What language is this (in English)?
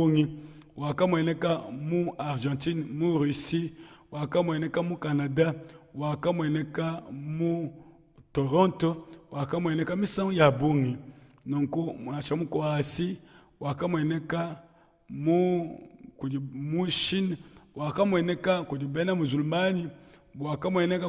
Luba-Lulua